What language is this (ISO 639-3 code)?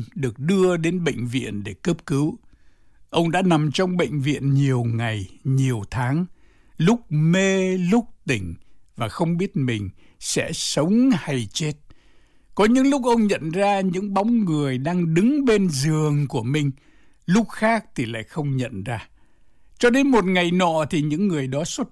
vie